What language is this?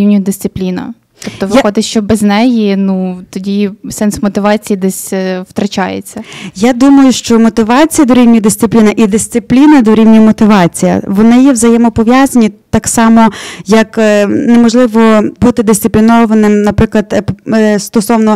Ukrainian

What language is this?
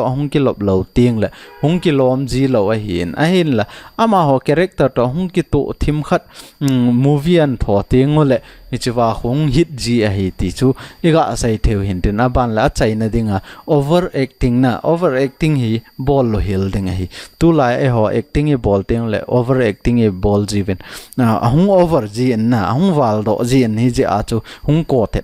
Thado Chin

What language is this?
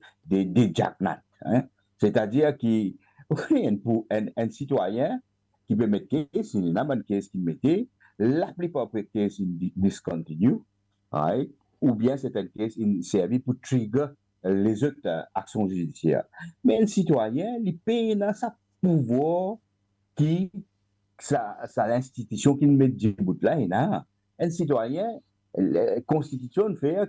Morisyen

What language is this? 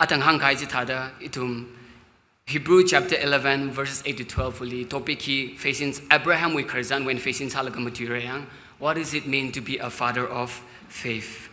Tangkhul Naga (India)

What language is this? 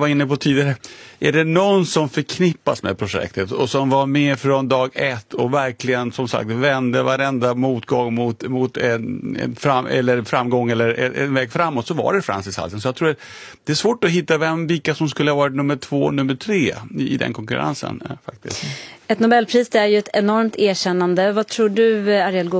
Swedish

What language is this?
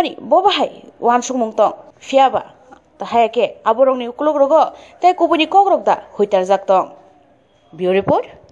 Kok Borok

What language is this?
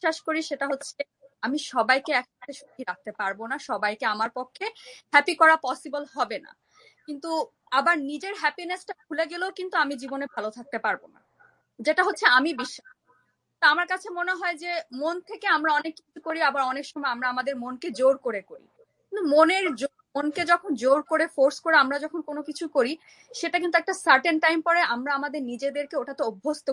Bangla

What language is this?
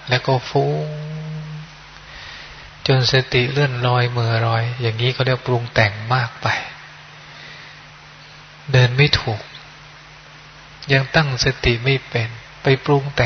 Thai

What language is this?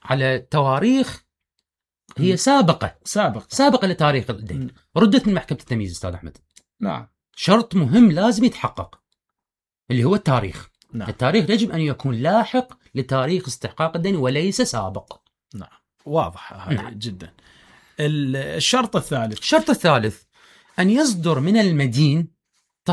Mesopotamian Arabic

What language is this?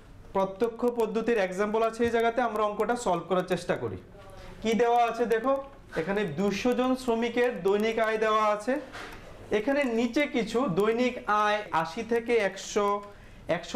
Bangla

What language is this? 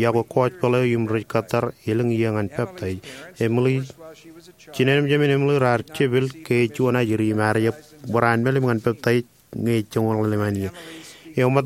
Marshallese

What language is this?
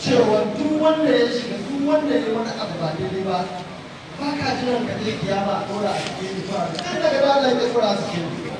Hausa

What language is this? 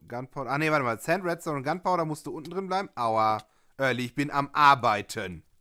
German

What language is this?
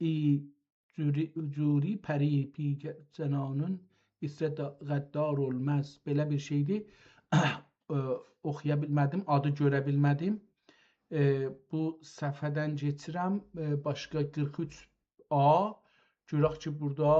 South Azerbaijani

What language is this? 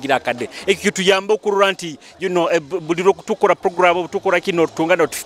Nyoro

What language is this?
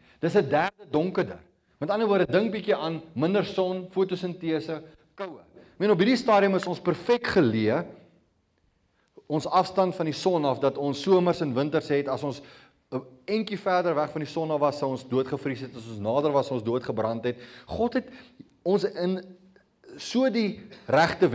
Afrikaans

